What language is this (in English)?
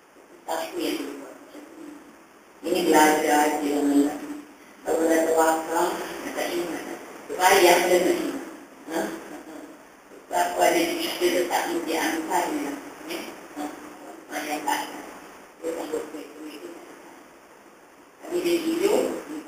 Malay